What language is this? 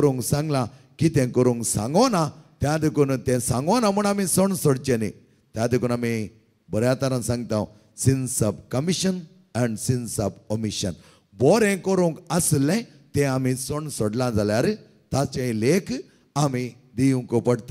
Konkani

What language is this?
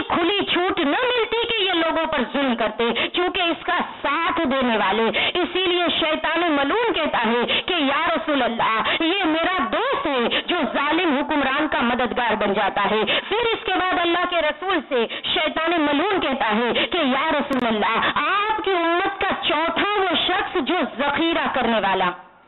Urdu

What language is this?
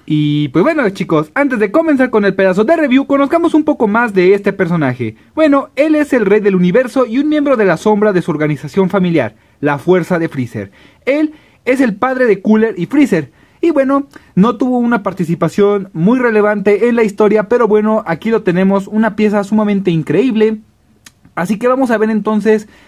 Spanish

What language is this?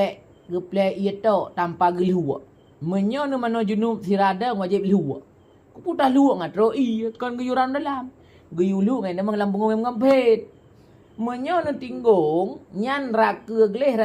Achinese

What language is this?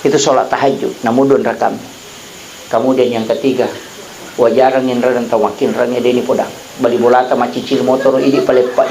Buginese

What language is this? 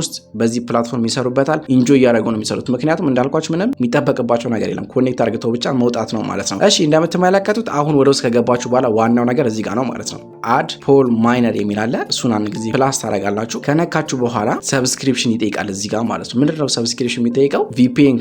Amharic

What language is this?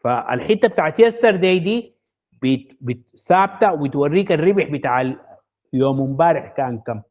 Sudanese Arabic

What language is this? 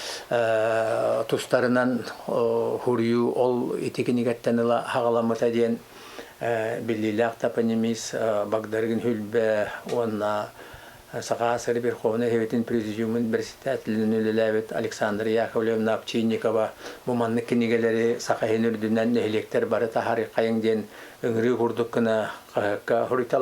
Yakut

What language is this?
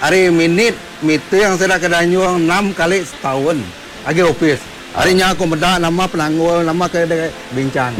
Iban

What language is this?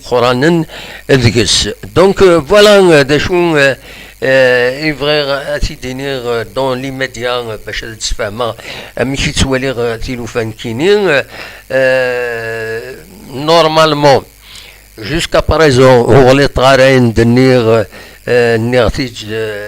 Kabyle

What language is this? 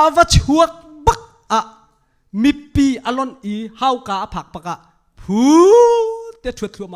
Hakha Chin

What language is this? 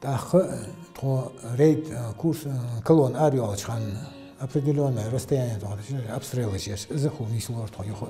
Ingush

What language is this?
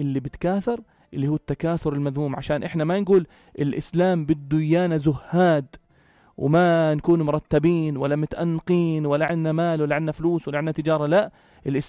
North Levantine Arabic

